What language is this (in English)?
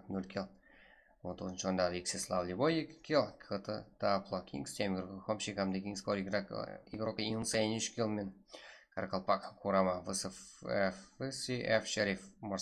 Kara-Kalpak